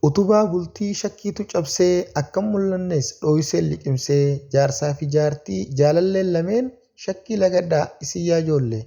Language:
Oromo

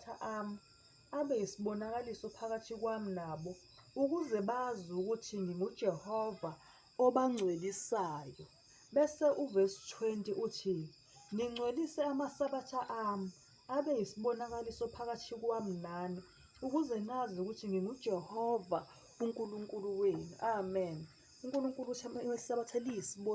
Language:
Zulu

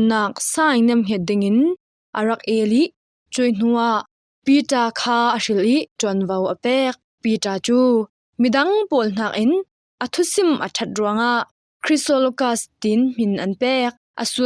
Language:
Falam Chin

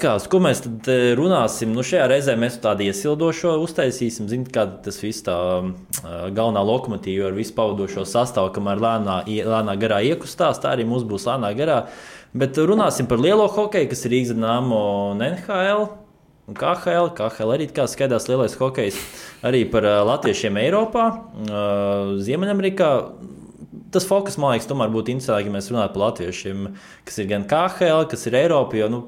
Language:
Latvian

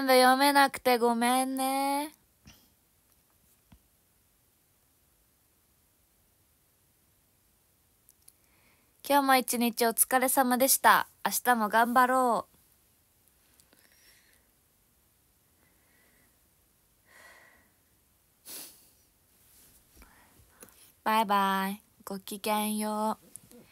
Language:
Japanese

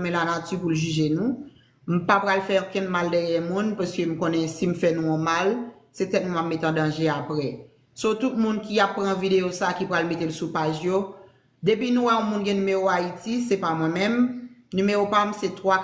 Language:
Haitian Creole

